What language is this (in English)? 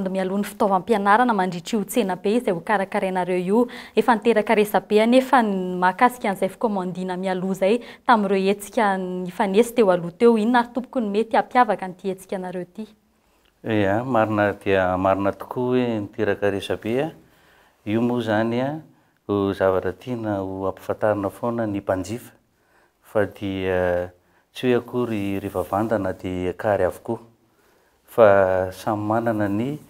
Malagasy